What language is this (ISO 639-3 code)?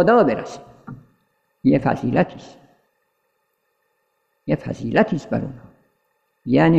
fas